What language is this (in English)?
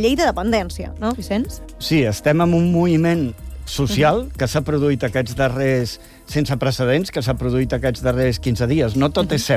Catalan